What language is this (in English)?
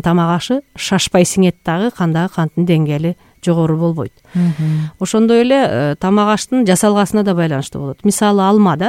Kyrgyz